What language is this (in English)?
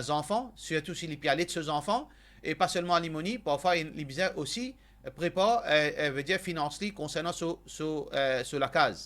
Morisyen